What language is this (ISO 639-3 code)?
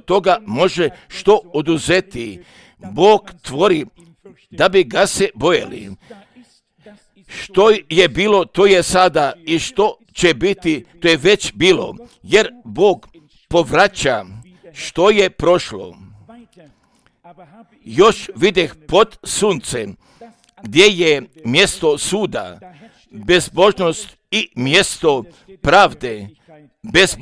hrv